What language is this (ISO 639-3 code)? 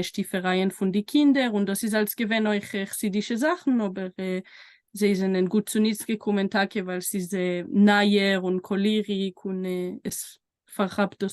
yid